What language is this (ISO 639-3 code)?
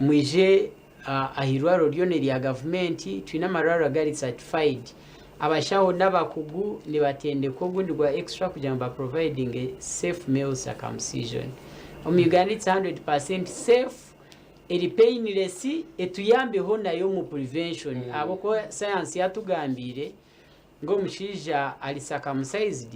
nyn